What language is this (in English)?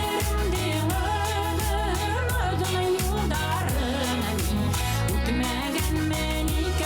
Bashkir